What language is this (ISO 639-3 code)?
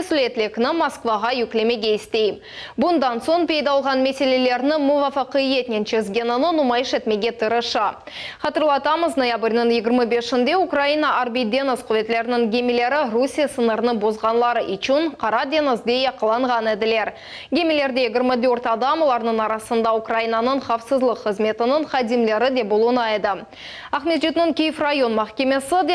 crh